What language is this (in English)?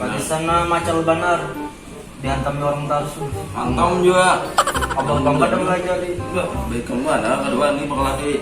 Banjar